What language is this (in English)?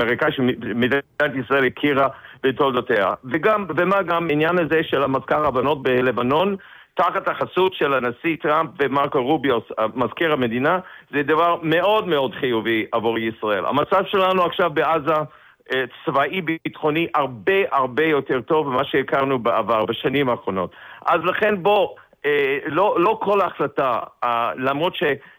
Hebrew